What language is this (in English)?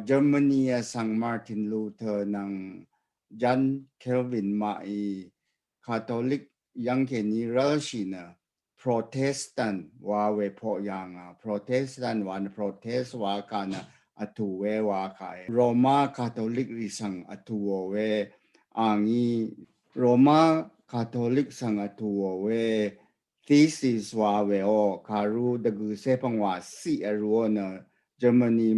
Rawang